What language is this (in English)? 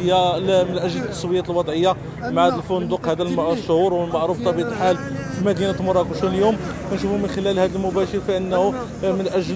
Moroccan Arabic